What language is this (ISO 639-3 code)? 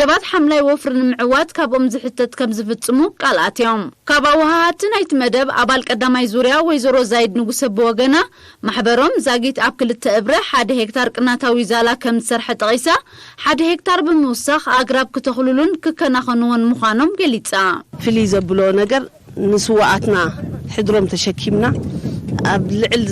tir